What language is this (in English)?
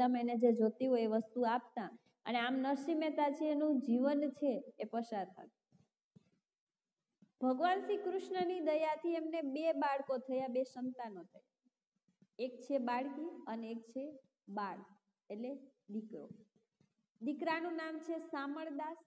Gujarati